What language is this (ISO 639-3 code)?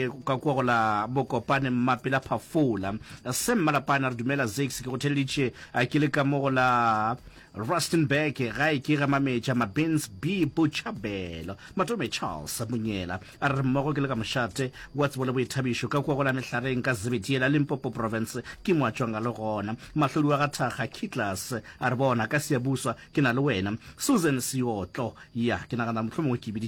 nso